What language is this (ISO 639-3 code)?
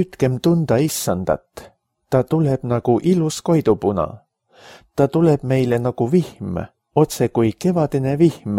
est